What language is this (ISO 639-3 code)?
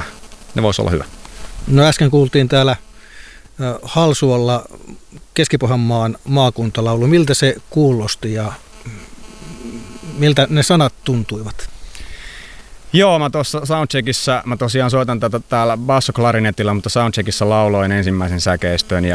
fin